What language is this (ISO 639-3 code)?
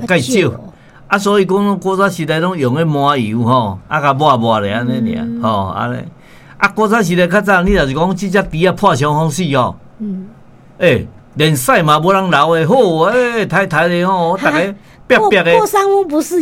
nan